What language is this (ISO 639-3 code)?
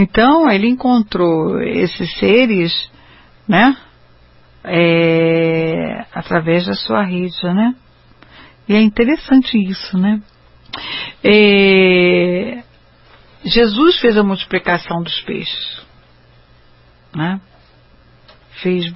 por